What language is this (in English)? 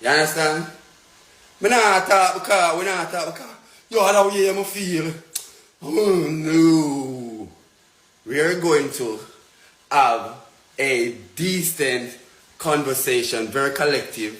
Jamaican Creole English